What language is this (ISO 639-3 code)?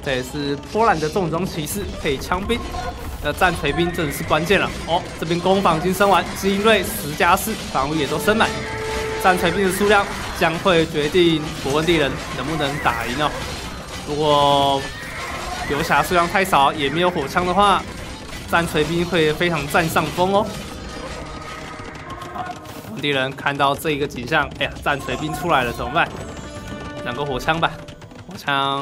zho